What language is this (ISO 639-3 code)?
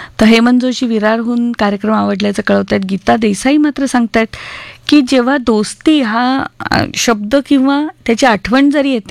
mar